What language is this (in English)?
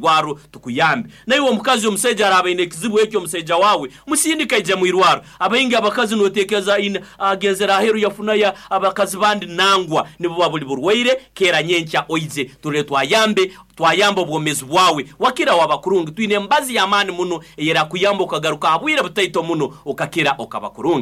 Nyoro